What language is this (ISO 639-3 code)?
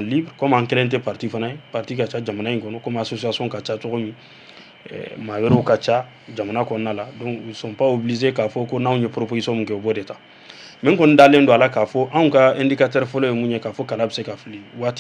bam